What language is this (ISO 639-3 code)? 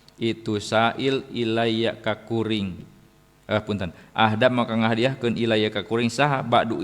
sun